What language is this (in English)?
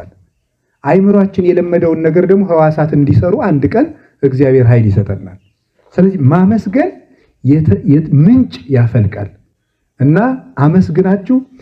Amharic